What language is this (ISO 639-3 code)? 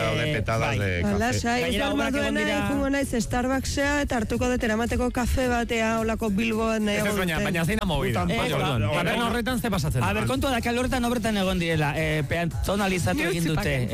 eus